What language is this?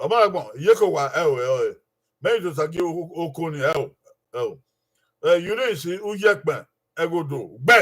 Bini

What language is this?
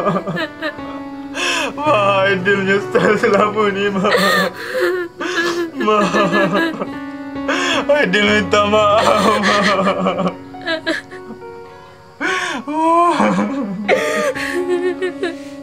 Malay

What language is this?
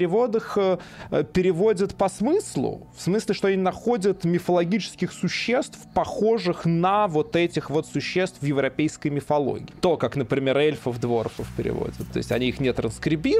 Russian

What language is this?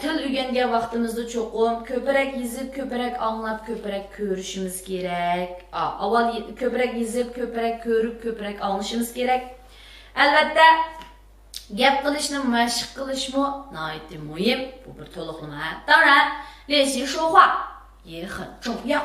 Uyghur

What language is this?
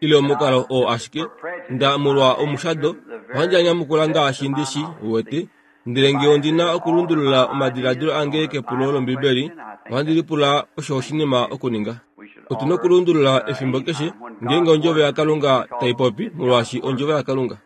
Kuanyama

